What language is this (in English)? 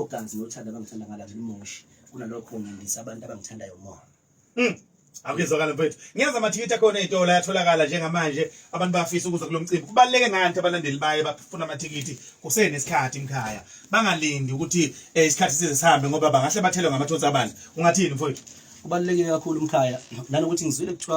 Zulu